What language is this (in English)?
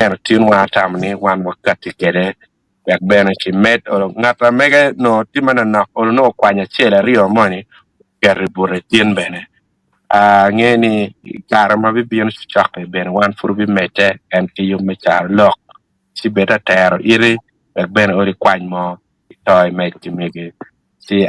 Acoli